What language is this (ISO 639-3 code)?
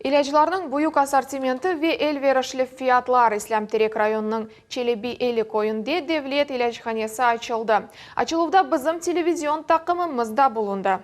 crh